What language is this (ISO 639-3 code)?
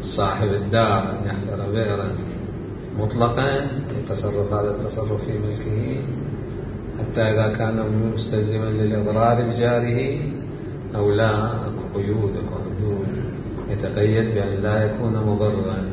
acm